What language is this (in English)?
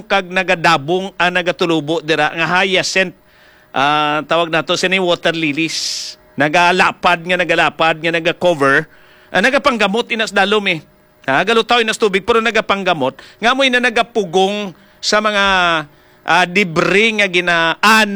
Hiligaynon